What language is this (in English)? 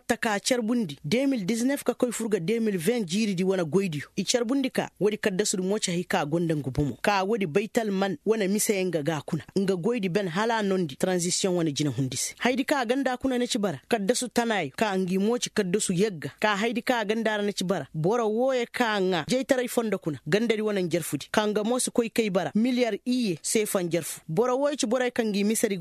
Koyraboro Senni